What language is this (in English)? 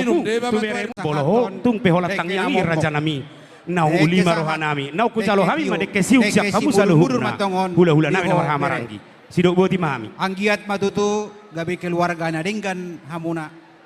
Batak Toba